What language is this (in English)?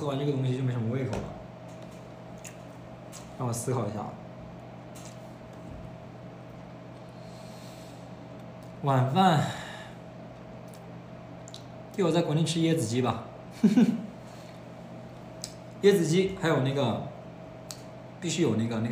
Chinese